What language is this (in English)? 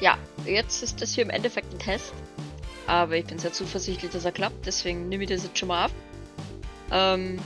Bavarian